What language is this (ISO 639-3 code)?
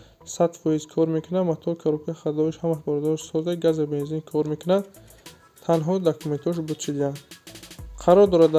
tgk